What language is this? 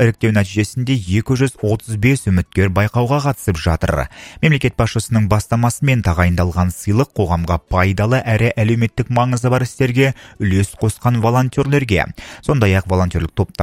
Kazakh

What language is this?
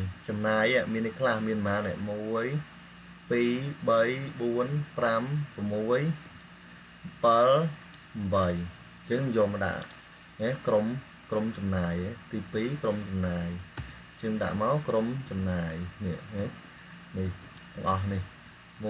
Khmer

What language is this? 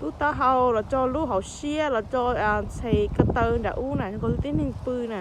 Hmong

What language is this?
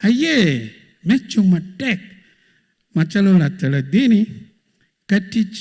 Acoli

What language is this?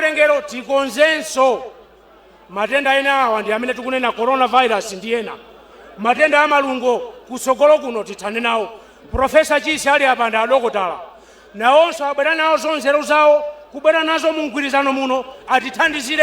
Nyanja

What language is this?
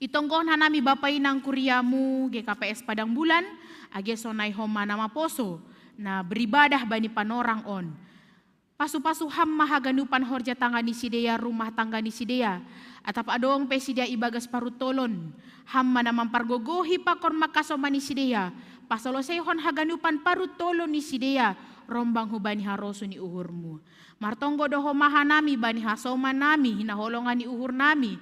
Batak Simalungun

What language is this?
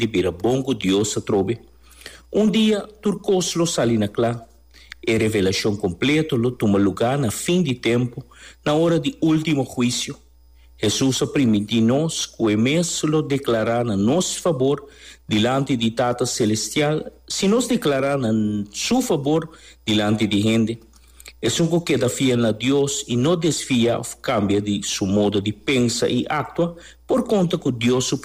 Papiamento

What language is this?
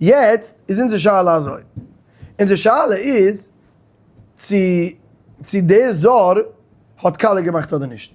Yiddish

